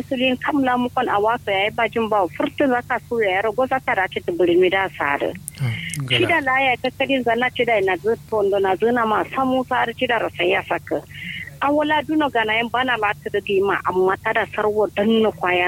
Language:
Kanuri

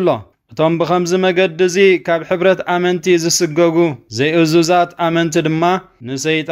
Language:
Tigrinya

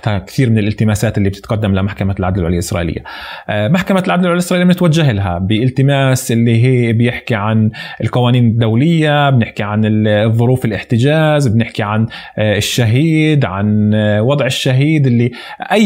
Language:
North Levantine Arabic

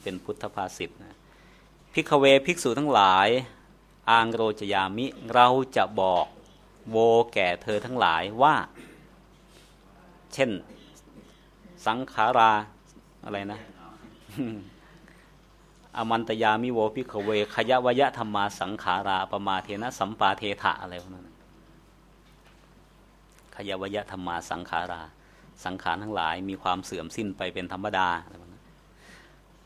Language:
Thai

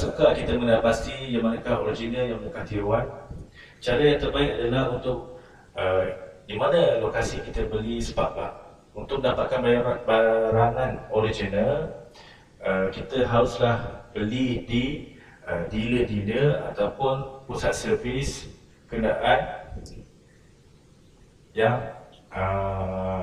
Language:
Malay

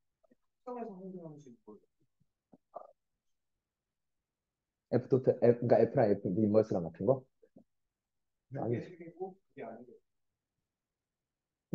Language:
Korean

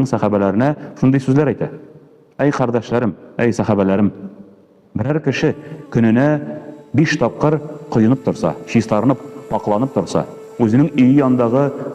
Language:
Tatar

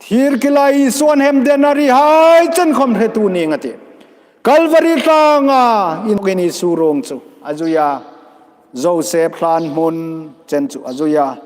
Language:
Hmar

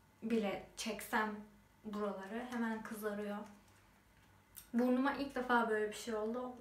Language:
Turkish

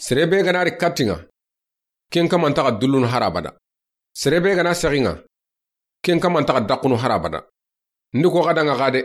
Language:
Soninke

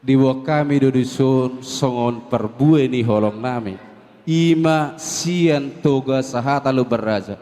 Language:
Batak Toba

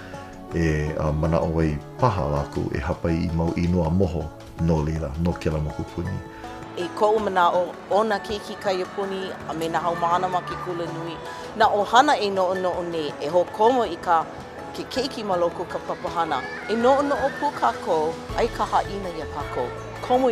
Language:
Hawaiian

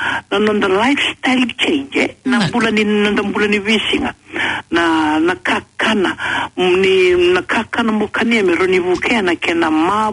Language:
Fijian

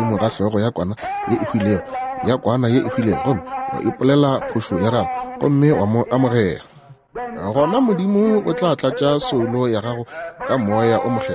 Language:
Northern Sotho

